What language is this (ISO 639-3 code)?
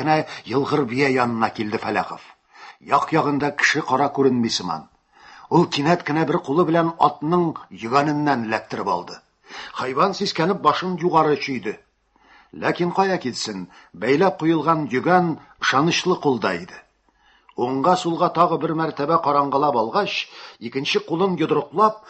tat